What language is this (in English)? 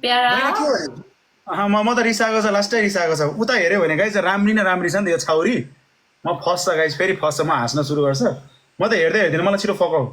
Nepali